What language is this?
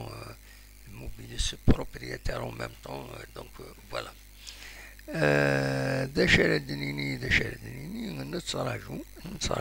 Kabyle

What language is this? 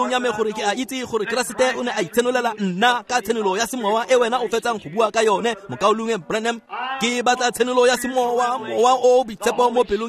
Tswana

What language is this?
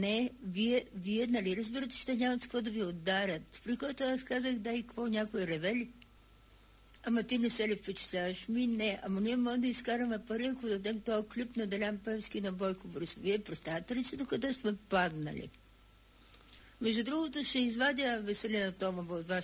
Bulgarian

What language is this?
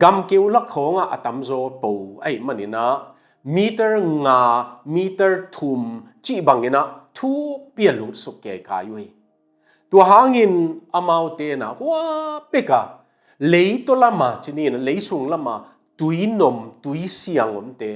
Tedim Chin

